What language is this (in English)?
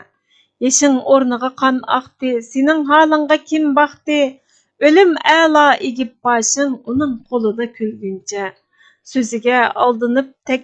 Uyghur